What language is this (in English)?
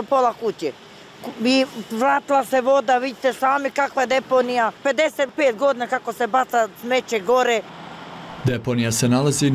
Bosnian